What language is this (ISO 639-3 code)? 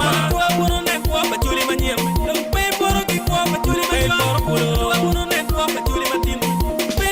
ach